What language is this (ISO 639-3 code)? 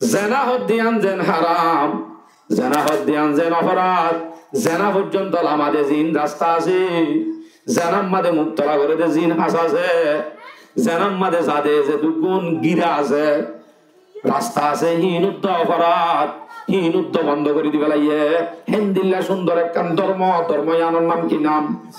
rhg